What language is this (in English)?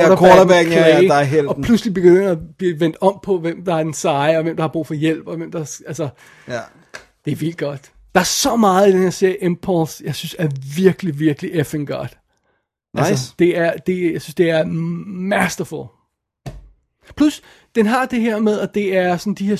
Danish